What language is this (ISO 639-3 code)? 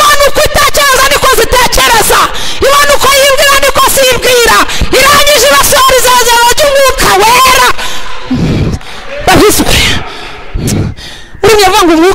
kin